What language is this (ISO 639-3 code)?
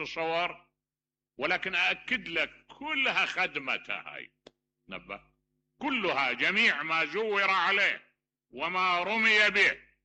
acm